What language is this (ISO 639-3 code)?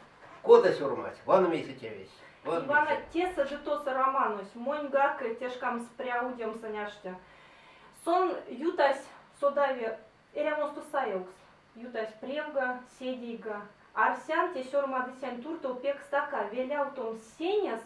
myv